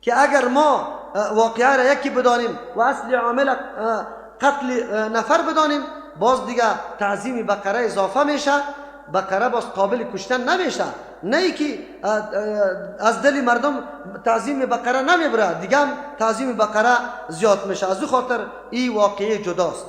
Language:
Persian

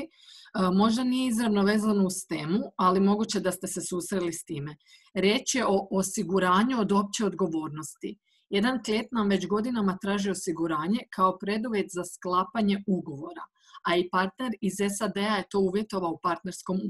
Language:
Croatian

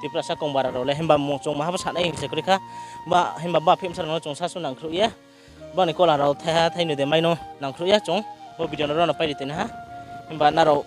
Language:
Riang (India)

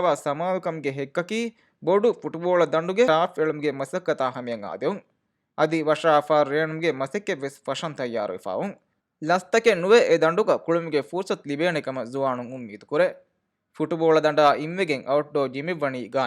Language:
Divehi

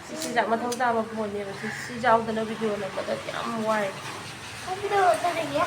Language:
Manipuri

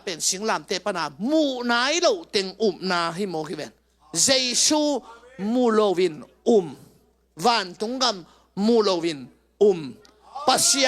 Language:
Tedim Chin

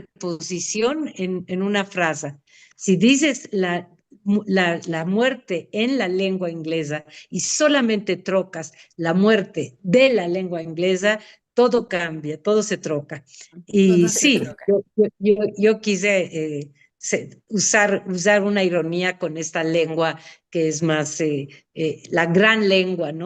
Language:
Ladino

